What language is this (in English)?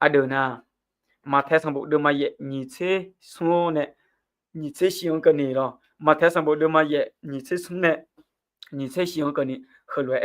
Akha